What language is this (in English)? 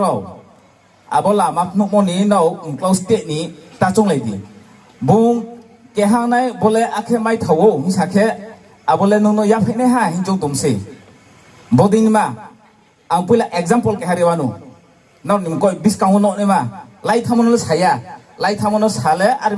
Riang (India)